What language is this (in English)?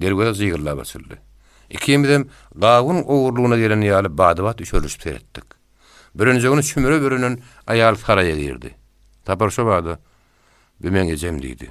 Turkmen